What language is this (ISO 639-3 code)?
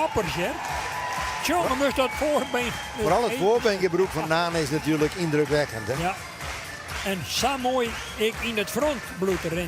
fry